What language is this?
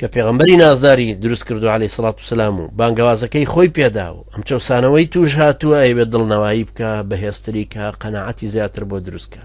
Central Kurdish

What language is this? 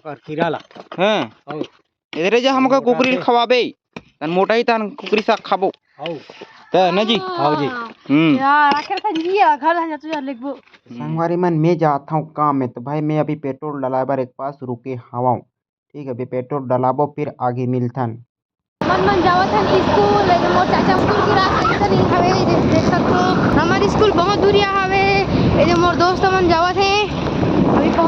Chhattisgarhi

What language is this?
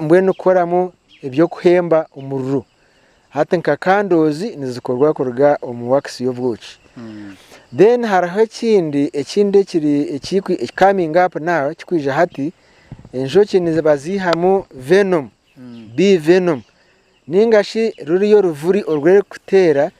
Nyankole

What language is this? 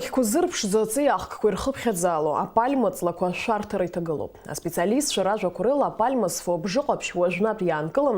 Abkhazian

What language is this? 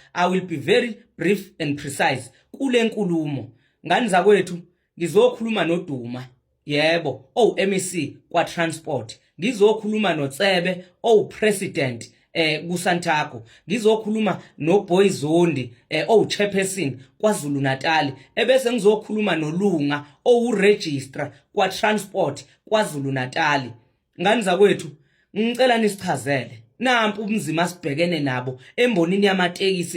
Zulu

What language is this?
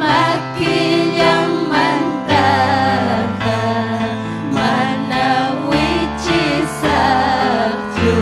Ayacucho Quechua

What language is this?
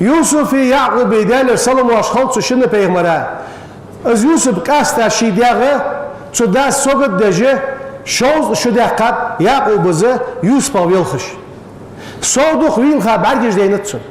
Ingush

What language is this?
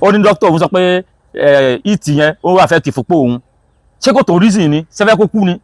Yoruba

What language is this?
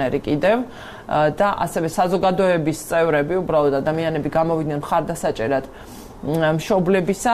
Georgian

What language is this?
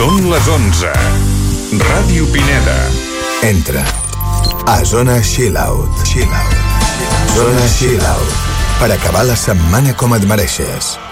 Catalan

